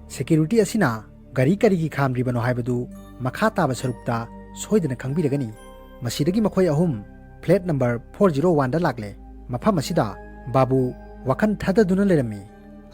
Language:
Manipuri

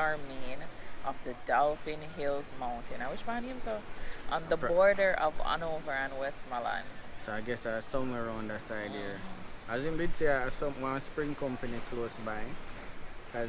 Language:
Jamaican Creole English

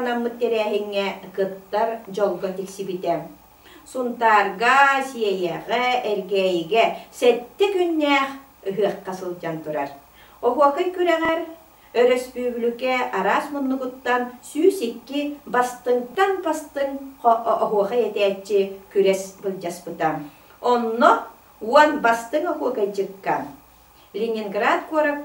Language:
Yakut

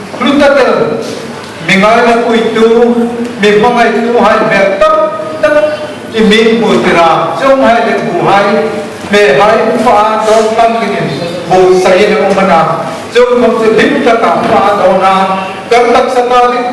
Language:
Hmar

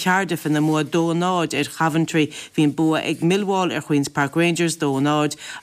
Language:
Irish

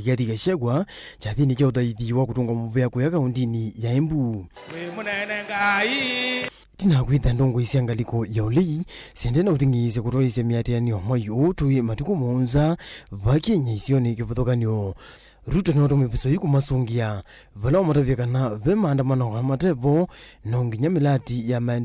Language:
Kamba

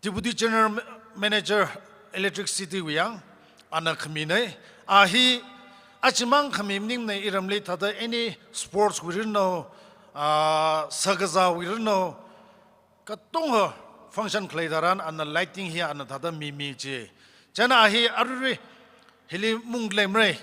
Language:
Tangkhul Naga (India)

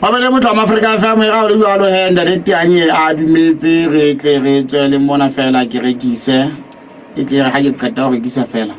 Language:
Southern Sotho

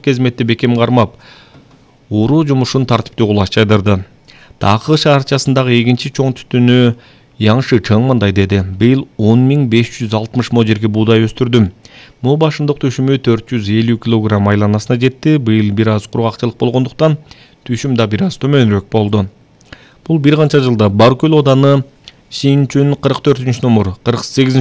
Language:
Kyrgyz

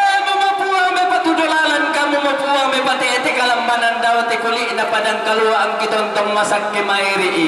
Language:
Toraja-Sa'dan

